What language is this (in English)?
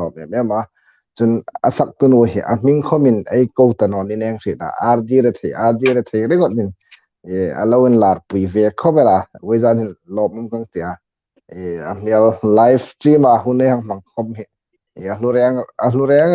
Hmar